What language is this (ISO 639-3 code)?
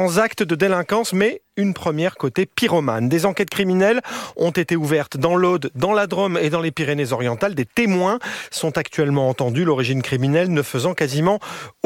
fra